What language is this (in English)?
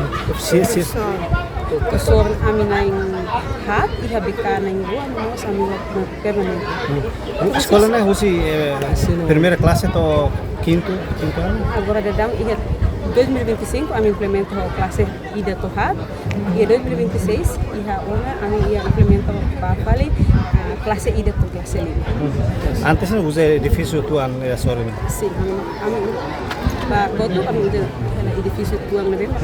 Tetum